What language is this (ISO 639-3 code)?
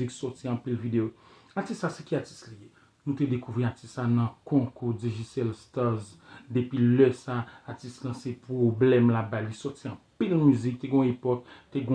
hat